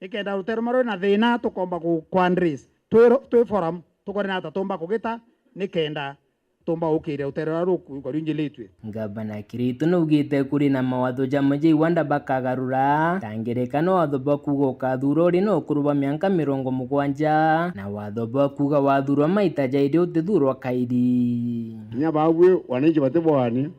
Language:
Meru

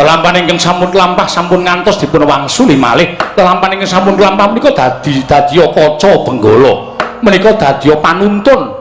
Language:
Javanese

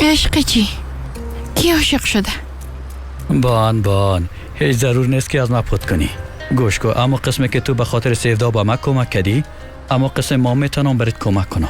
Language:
Persian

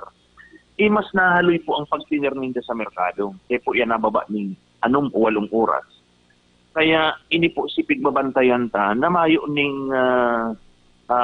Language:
Bikol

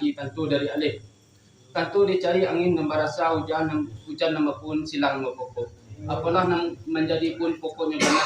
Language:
Minangkabau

